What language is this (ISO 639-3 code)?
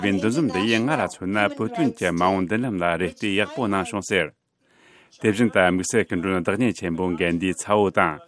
bod